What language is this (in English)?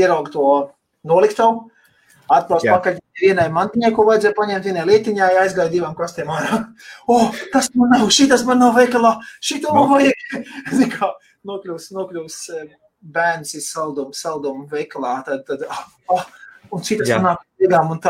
Latvian